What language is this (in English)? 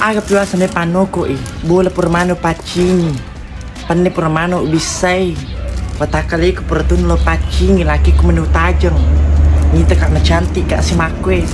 Buginese